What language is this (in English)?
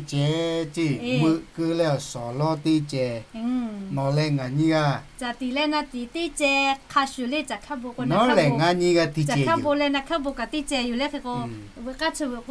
Lahu